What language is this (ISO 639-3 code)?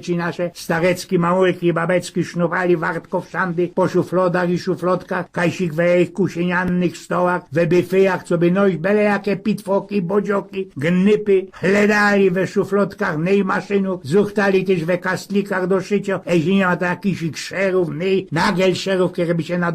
szl